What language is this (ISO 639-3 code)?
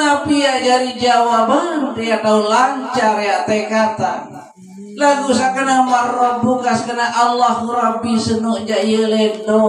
sas